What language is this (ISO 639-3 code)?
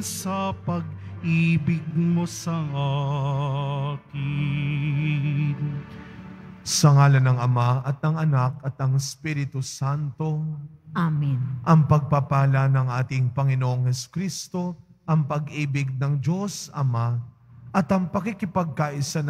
fil